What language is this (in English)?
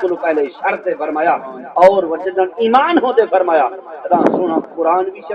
Saraiki